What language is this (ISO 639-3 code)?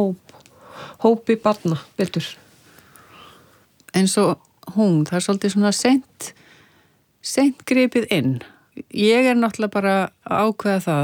isl